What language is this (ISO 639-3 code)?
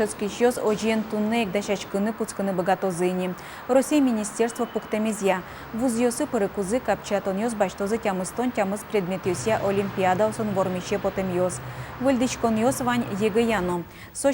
udm